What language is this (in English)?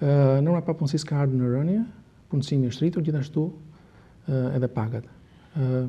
Albanian